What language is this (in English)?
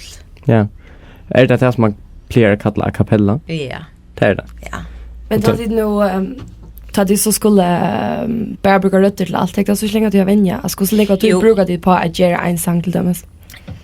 Faroese